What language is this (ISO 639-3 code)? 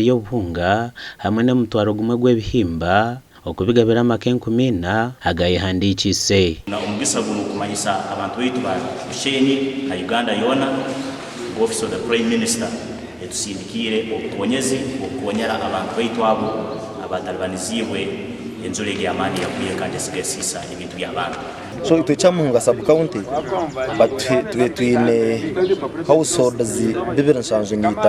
nyn